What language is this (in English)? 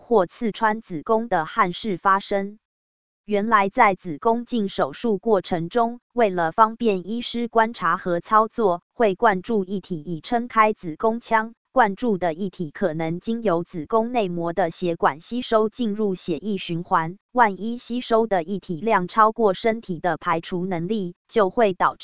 Chinese